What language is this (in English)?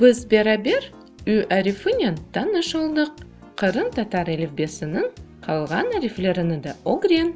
Crimean Tatar